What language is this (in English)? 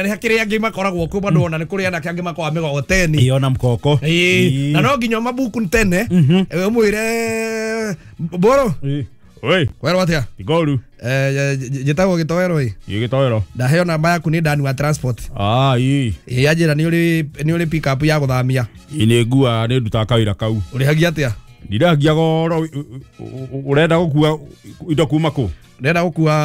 Kikuyu